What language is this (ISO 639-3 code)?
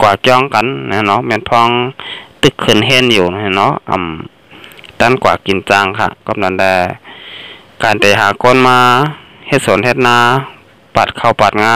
shn